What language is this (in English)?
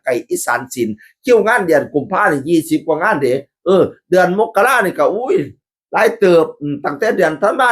Northeastern Thai